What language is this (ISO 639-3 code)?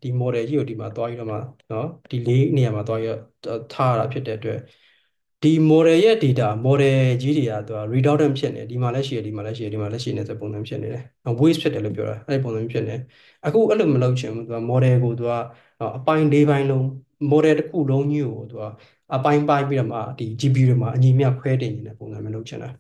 mya